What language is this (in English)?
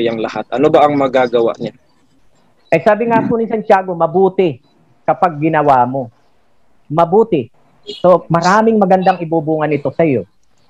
Filipino